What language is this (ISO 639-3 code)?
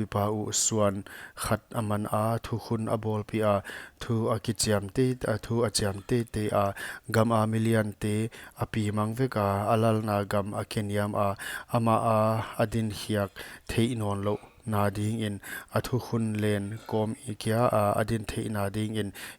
pck